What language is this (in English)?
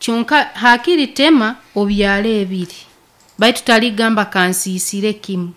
Nyankole